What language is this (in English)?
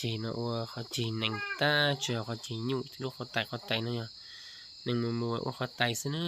Hmong